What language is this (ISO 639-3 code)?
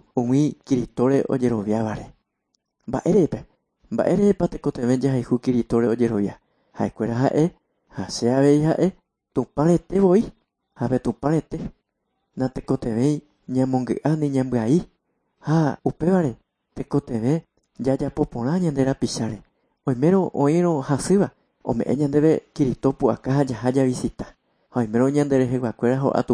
grn